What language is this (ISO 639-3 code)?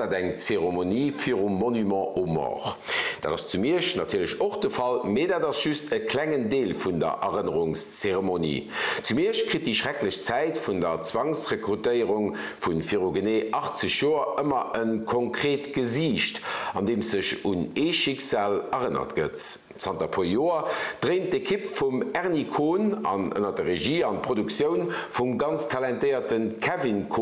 ltz